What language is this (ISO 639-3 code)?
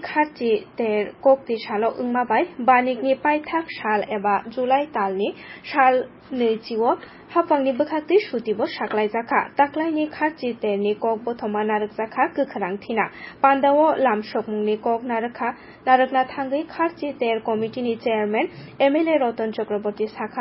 trp